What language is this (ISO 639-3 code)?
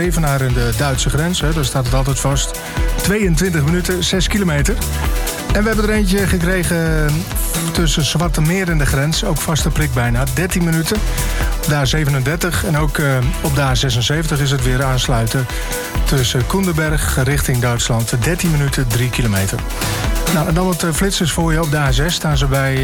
nld